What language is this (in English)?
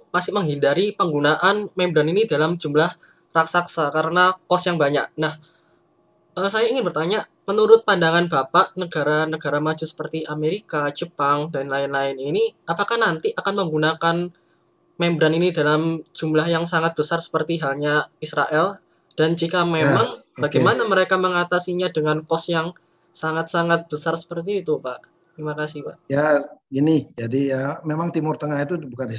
Indonesian